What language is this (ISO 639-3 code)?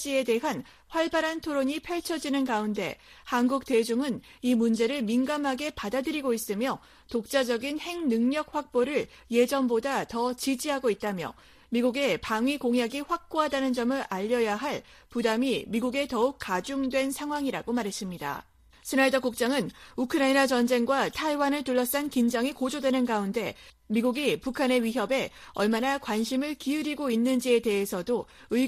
kor